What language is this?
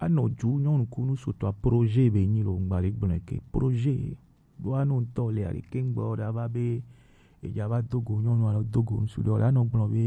Gen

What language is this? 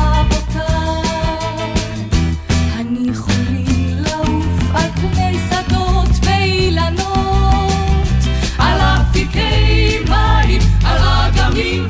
Hebrew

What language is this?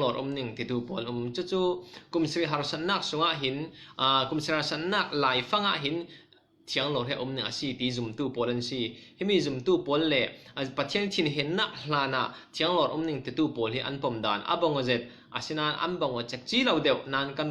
Falam Chin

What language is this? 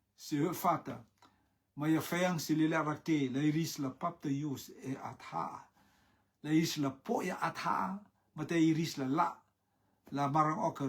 Rotuman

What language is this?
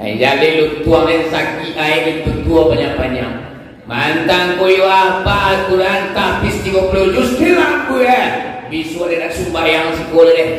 Minangkabau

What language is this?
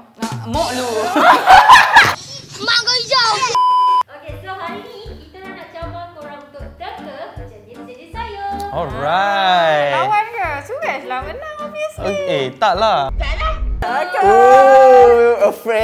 Malay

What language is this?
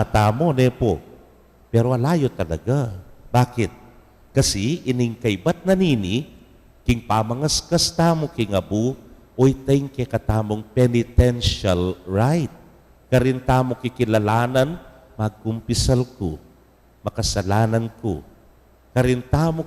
Pampanga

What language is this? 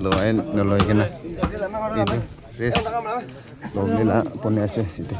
Naga Pidgin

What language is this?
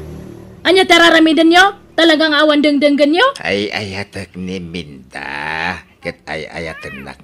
Iloko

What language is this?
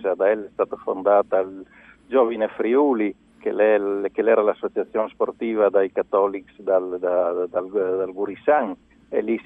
Friulian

